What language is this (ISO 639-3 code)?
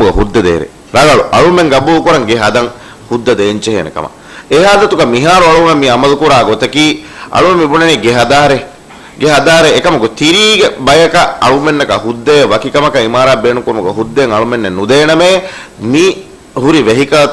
div